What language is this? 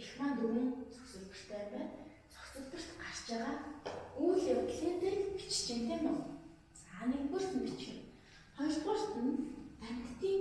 Mongolian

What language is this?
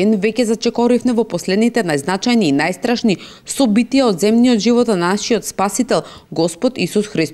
Macedonian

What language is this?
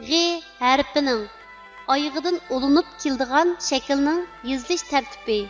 Uyghur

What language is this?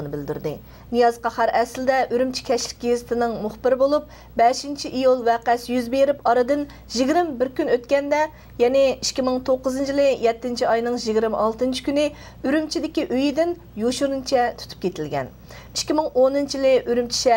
Uyghur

